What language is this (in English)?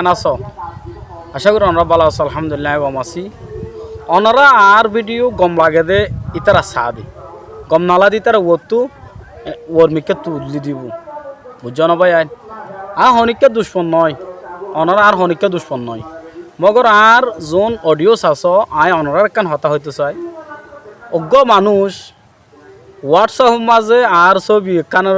Rohingya